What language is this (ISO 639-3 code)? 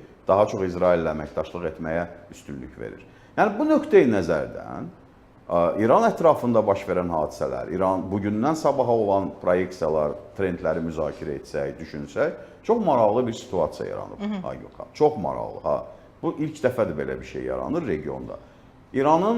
aze